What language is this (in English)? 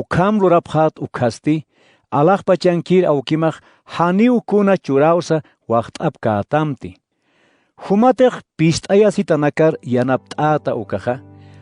Aymara